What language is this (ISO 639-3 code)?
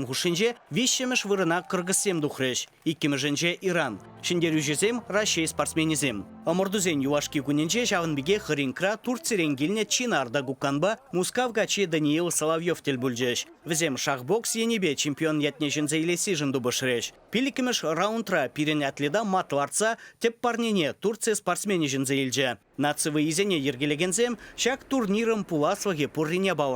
chv